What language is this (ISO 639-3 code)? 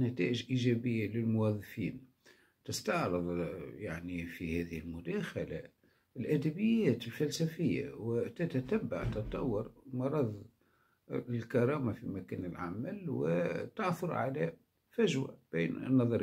ara